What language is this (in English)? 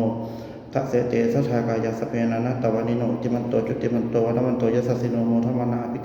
Pali